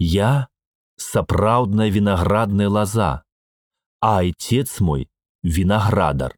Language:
Belarusian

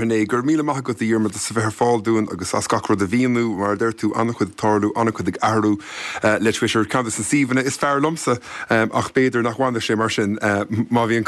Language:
Irish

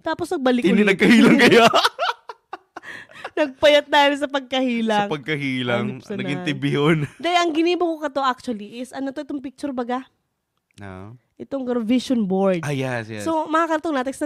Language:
Bikol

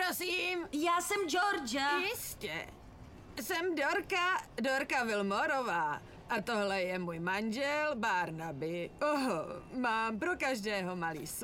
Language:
Czech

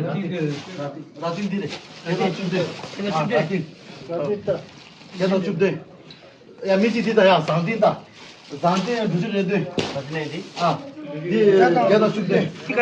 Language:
Tibetan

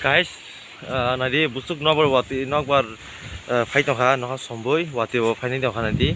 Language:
Kok Borok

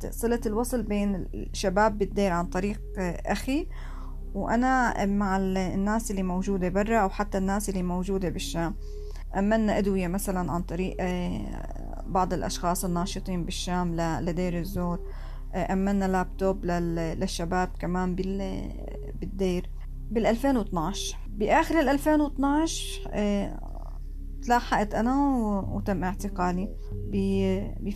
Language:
North Levantine Arabic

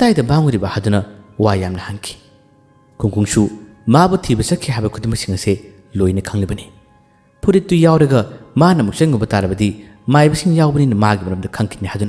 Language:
Manipuri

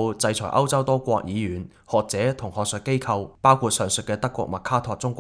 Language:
Cantonese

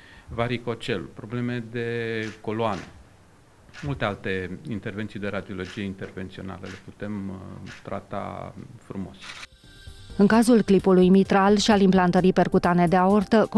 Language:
Romanian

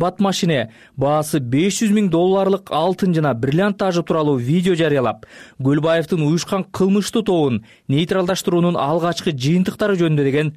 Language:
Kyrgyz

